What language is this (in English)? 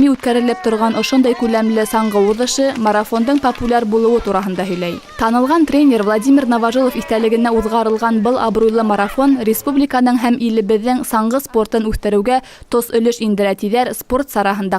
Bashkir